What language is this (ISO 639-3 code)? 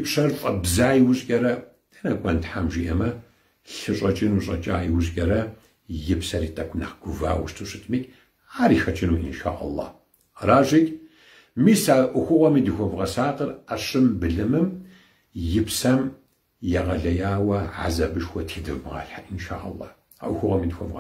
kbd